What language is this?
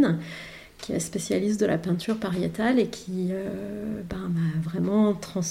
French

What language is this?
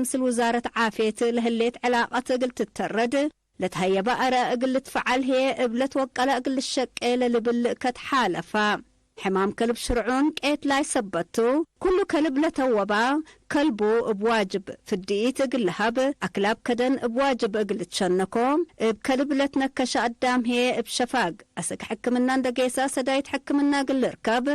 Tigre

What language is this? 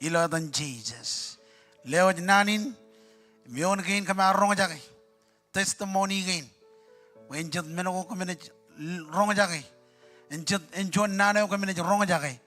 Marshallese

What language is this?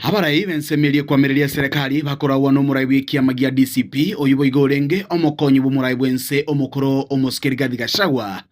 Gusii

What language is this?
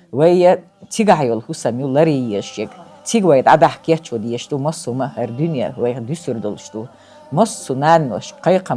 Chechen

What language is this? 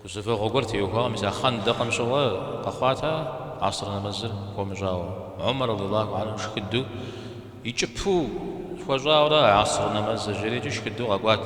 Kabardian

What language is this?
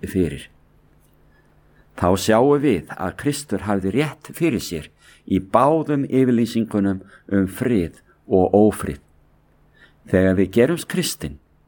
Icelandic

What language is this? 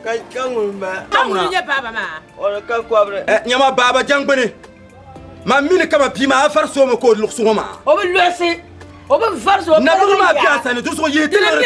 Dagbani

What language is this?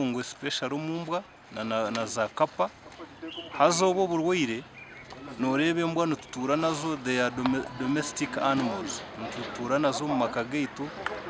Nyankole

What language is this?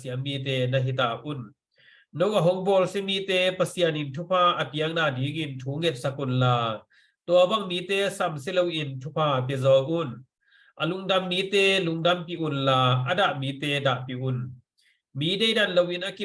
Tedim Chin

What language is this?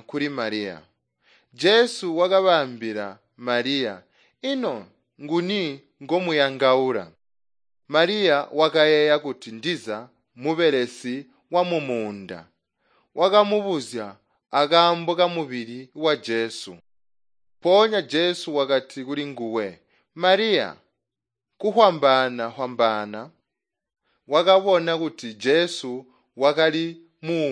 Tonga (Zambia)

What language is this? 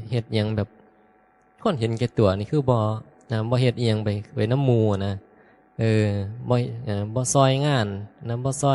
Northeastern Thai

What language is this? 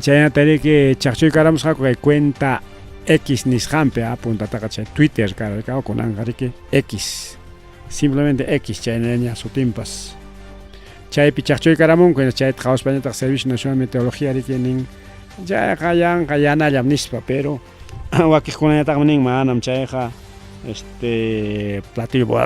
Ayacucho Quechua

